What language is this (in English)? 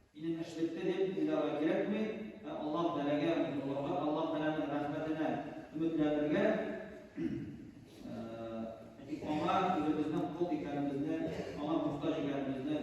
Tatar